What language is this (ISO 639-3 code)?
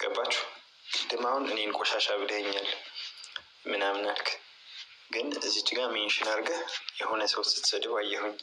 amh